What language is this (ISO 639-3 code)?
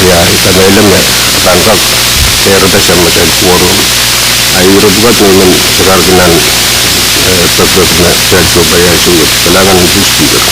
pon